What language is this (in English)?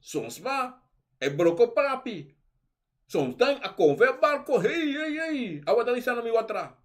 Sranan Tongo